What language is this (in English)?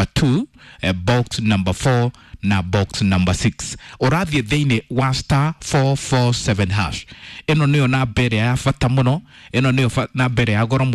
Kikuyu